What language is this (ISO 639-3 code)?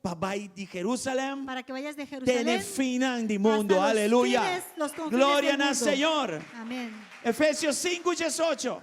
pap